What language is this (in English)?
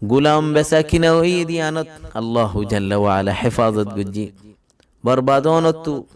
Rohingya